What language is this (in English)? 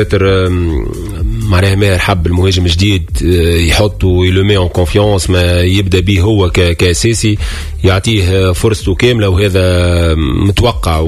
Tunisian Arabic